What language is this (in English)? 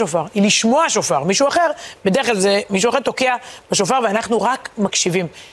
Hebrew